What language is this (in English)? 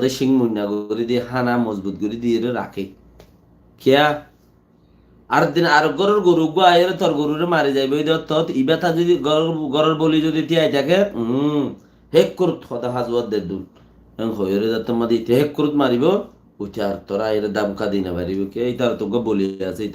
Rohingya